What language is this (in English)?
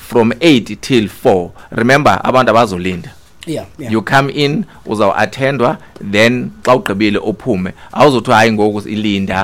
Xhosa